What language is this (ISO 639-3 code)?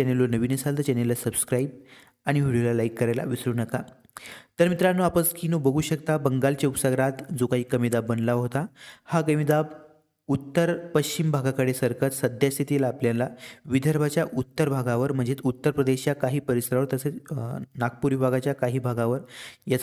mar